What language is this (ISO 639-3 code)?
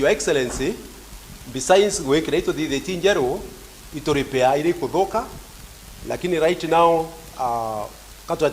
mer